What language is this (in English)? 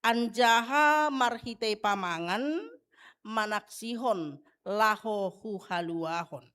Batak Simalungun